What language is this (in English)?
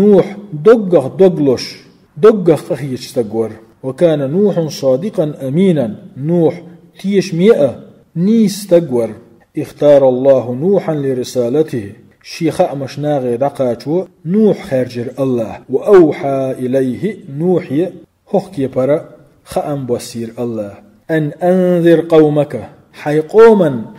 Chechen